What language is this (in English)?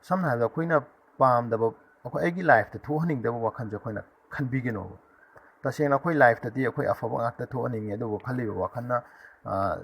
Manipuri